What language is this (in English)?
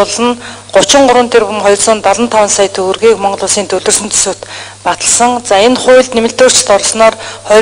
Mongolian